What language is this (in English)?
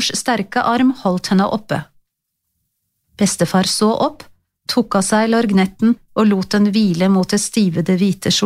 Norwegian